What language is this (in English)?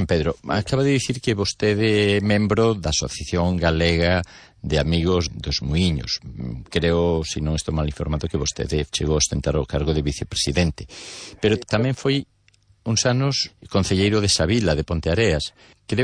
Galician